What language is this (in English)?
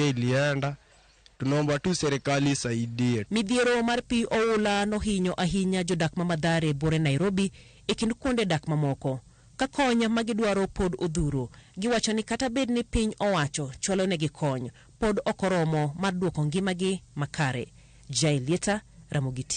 Luo (Kenya and Tanzania)